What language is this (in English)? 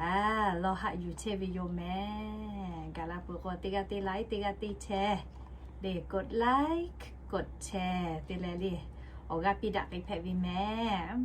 Lahu